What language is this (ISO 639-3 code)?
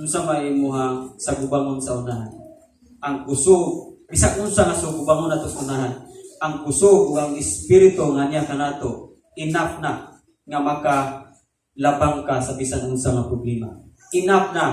ceb